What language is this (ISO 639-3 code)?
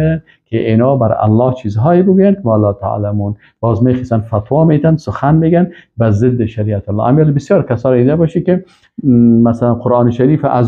fas